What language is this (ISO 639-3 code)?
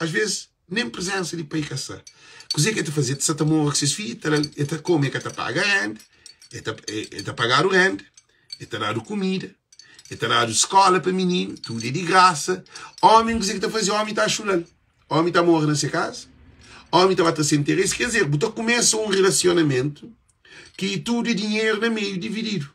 kea